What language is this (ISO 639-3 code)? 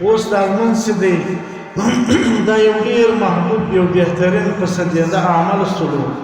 pus